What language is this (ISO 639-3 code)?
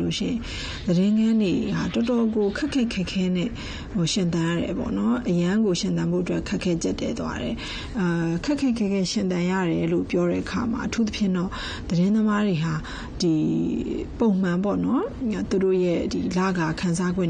mya